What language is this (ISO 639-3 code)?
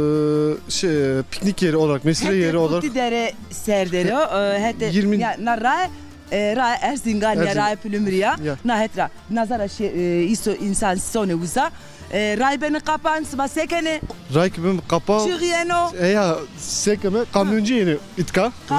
zza